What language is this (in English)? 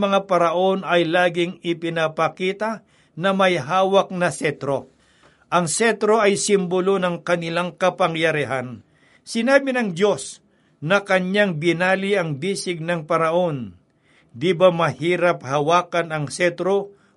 Filipino